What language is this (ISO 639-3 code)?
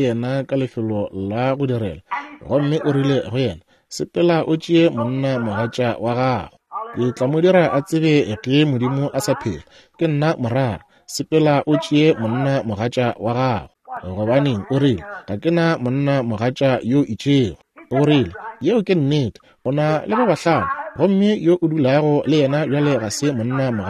nso